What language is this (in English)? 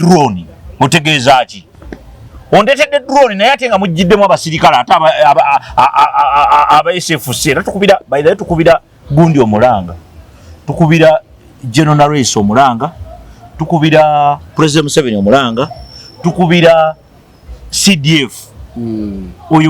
Ganda